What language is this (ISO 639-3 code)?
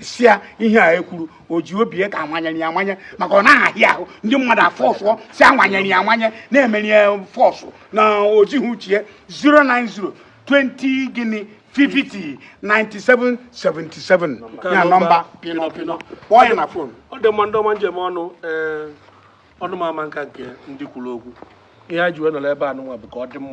ibo